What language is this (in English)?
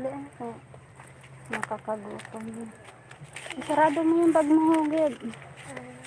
Bikol